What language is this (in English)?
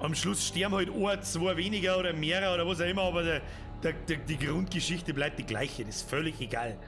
Bavarian